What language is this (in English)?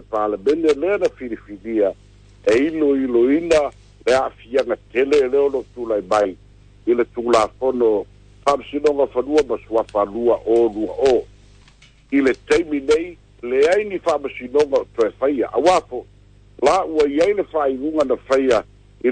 Samoan